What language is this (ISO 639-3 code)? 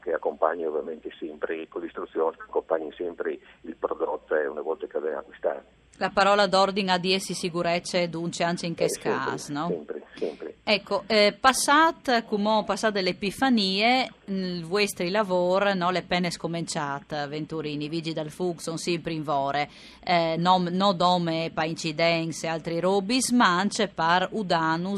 fur